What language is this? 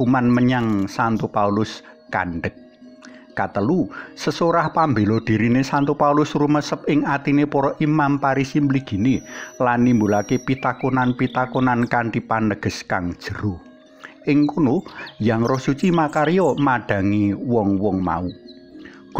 Javanese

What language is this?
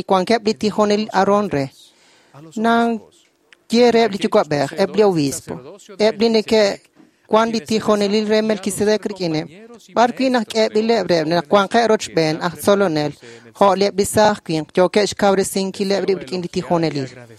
Kekchí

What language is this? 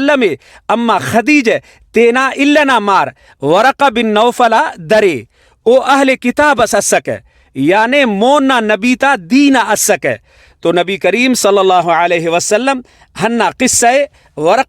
Brahui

